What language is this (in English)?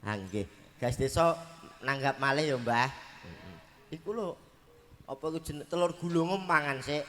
Javanese